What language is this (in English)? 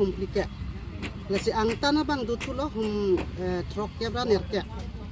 Karbi